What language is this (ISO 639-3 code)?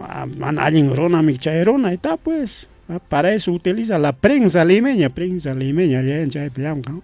quy